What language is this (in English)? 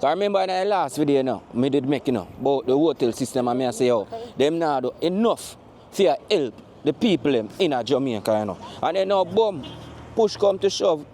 Jamaican Creole English